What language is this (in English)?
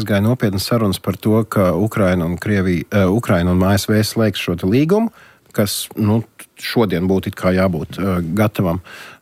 Latvian